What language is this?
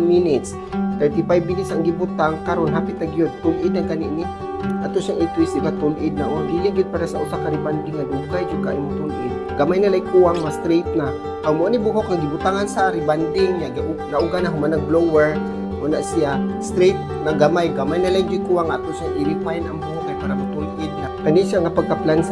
Cebuano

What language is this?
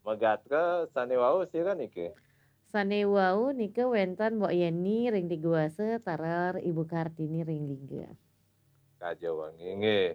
Balinese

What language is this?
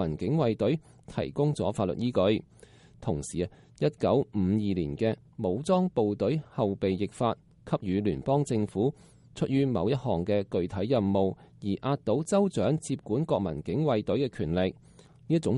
Cantonese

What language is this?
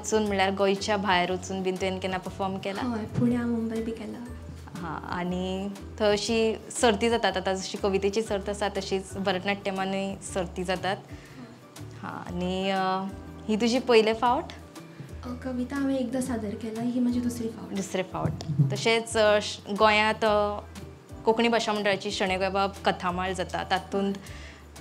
Konkani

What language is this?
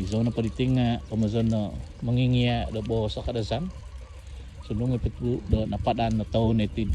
Central Dusun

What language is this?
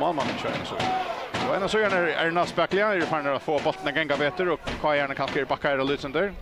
Faroese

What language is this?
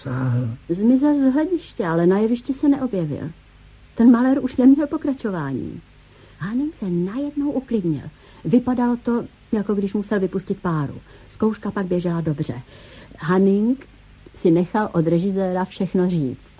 Czech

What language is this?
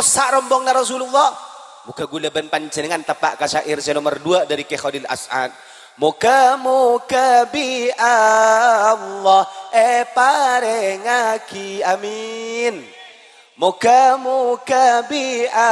Madurese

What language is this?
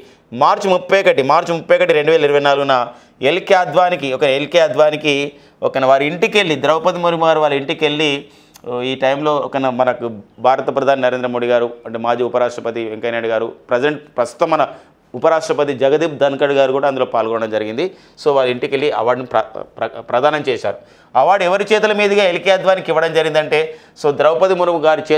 Telugu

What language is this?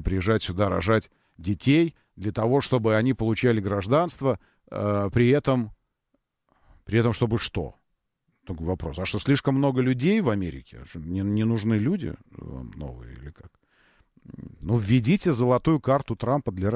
Russian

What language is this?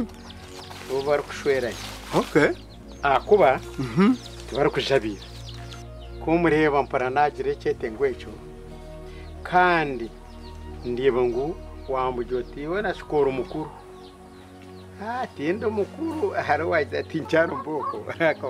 Kinyarwanda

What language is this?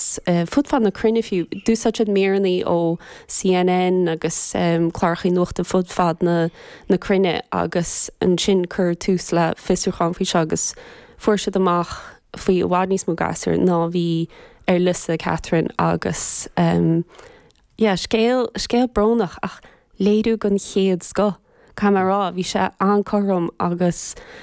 Irish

